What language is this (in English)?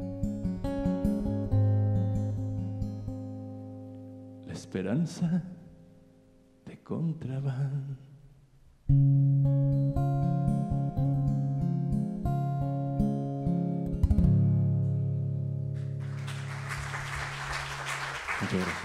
Catalan